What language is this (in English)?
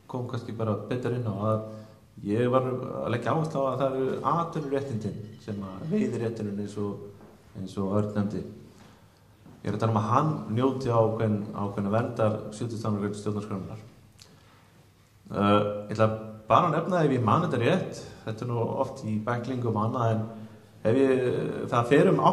Icelandic